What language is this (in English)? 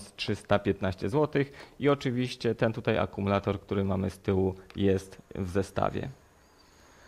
Polish